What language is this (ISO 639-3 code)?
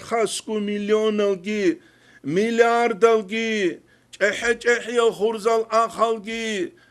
ava